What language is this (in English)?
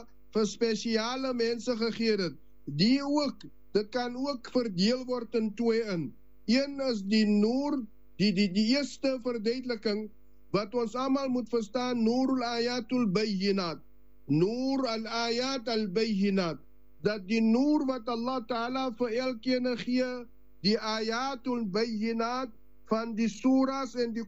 Afrikaans